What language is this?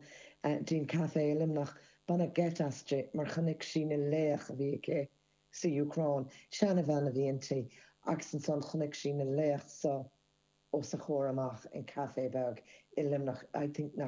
Irish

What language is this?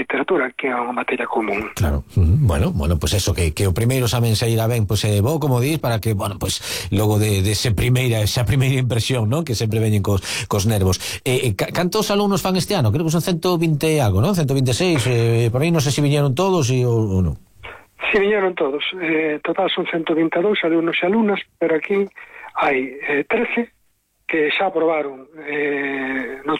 Galician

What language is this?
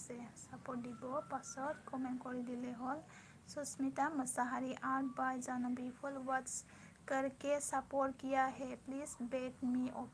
Bodo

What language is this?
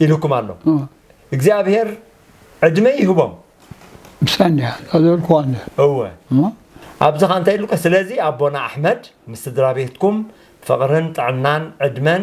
Tigrinya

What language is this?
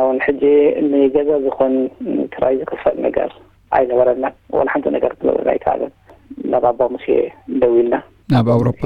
Tigrinya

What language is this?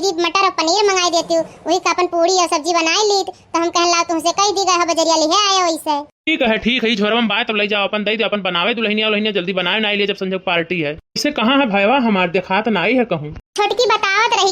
Awadhi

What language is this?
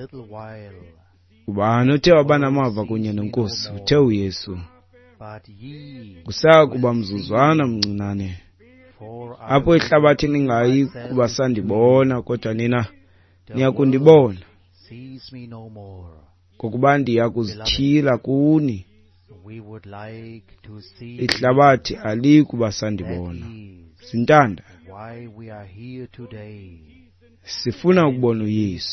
Xhosa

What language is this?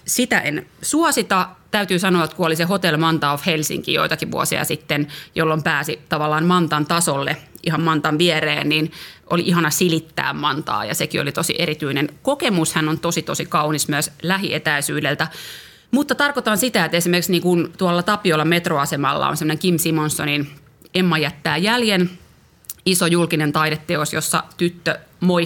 Finnish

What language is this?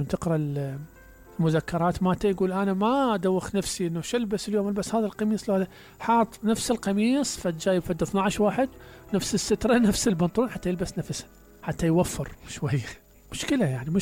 Mesopotamian Arabic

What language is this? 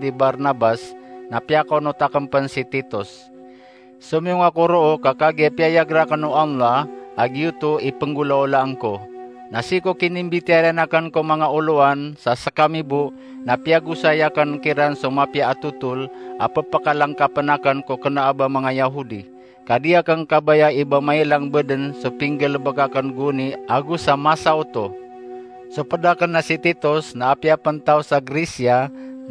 Maranao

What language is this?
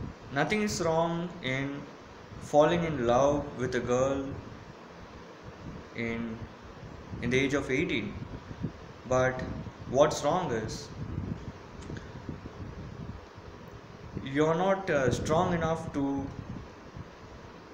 Tamil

